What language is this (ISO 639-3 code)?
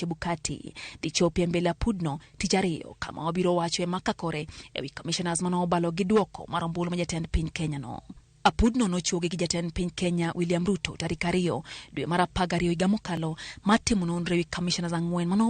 luo